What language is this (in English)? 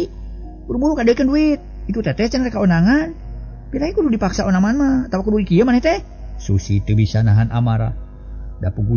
Sundanese